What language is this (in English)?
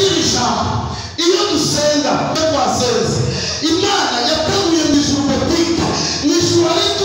Kinyarwanda